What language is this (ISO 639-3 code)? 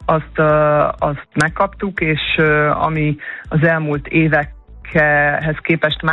hun